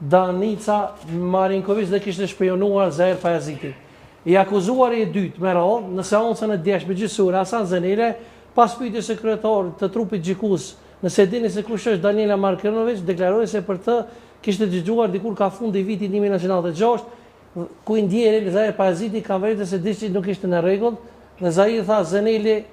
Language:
Albanian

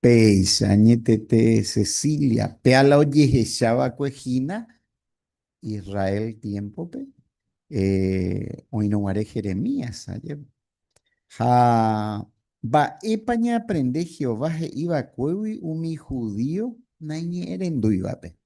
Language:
Guarani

